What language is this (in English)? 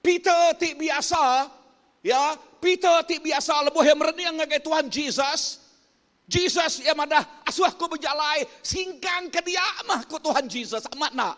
Iban